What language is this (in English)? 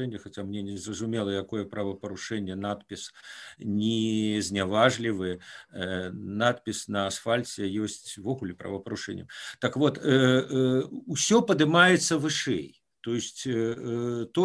Belarusian